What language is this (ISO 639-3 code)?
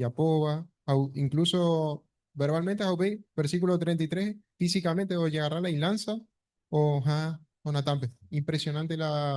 grn